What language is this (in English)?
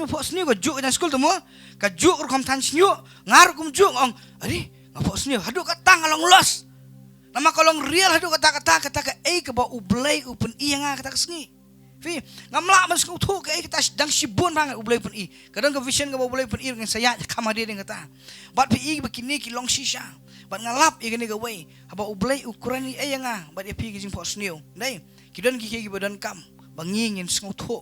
Khasi